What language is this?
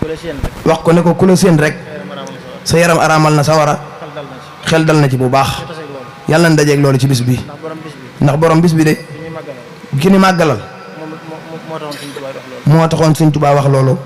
Wolof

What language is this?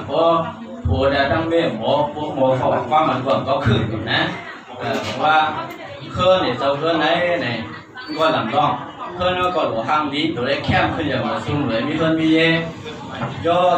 Shan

